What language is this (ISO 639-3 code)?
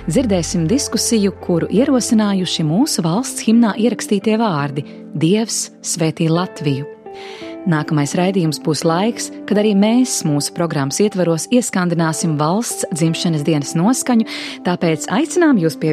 lav